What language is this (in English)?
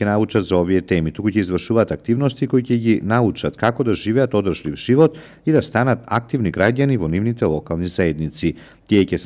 Macedonian